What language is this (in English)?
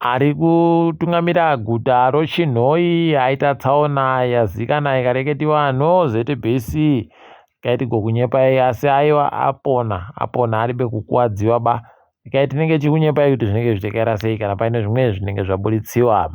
Ndau